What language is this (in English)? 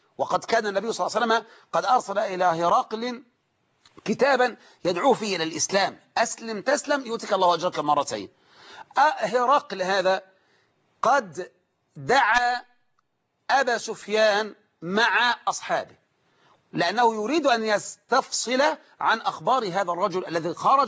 Arabic